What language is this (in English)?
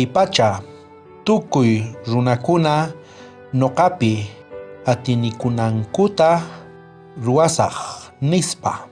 South Bolivian Quechua